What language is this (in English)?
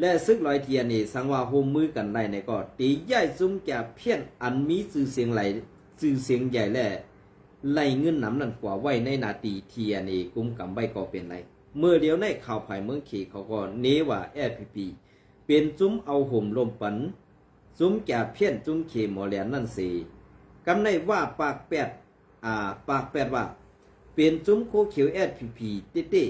Shan